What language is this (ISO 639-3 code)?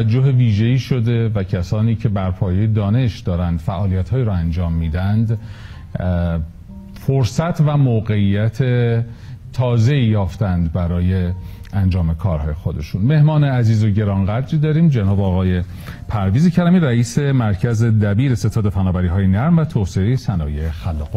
fas